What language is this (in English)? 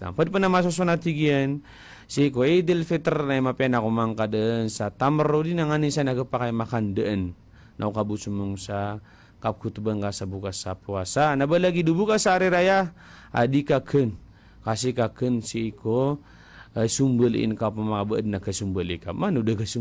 Maranao